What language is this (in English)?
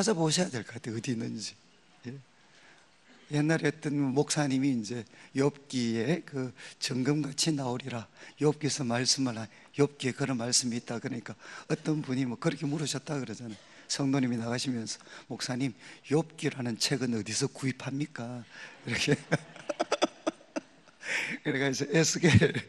Korean